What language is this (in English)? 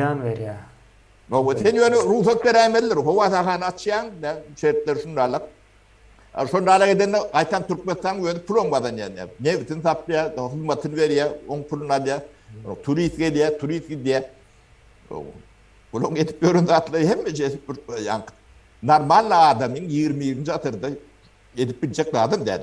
Turkmen